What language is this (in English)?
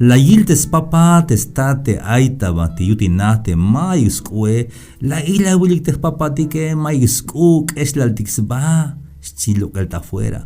Tzeltal